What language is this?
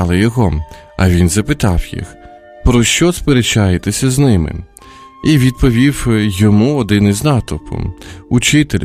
Ukrainian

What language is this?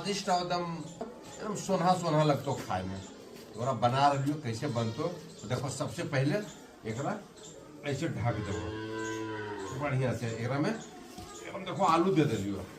Magahi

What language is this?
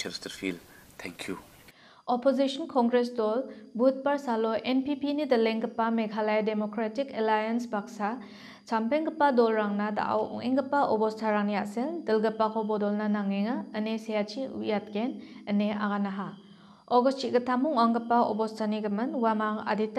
Garo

